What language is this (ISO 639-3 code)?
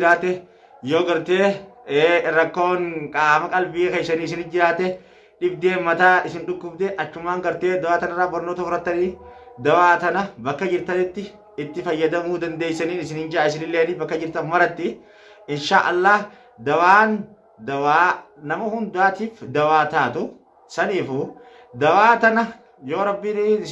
orm